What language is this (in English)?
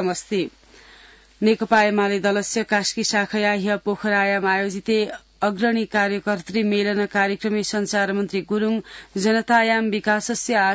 Sanskrit